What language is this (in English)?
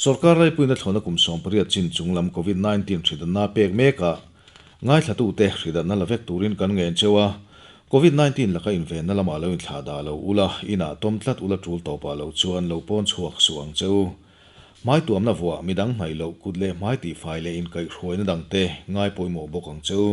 Mizo